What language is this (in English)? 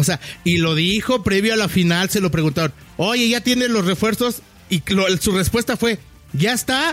Spanish